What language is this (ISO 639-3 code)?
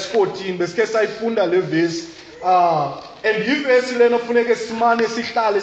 xho